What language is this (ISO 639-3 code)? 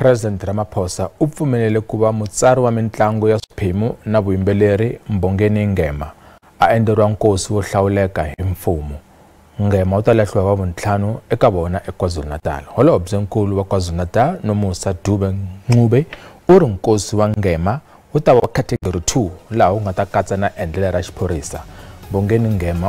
tso